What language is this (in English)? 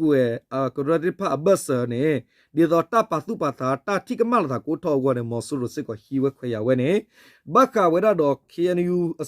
S'gaw Karen